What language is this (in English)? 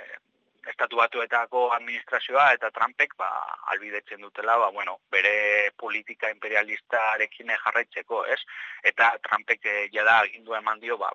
Basque